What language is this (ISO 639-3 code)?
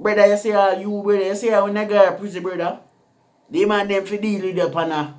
jam